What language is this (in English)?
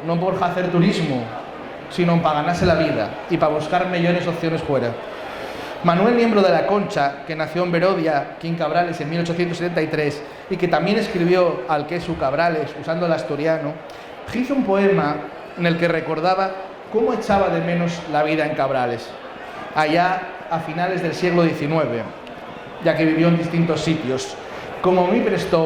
Asturian